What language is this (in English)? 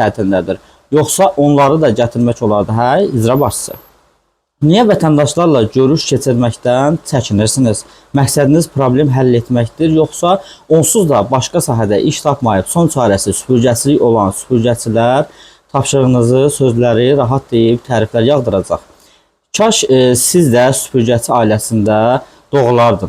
Azerbaijani